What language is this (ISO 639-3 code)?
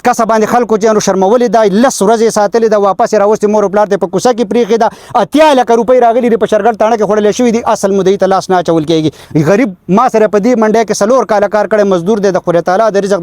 pus